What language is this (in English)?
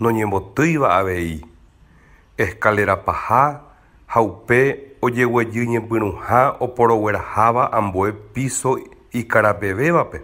Guarani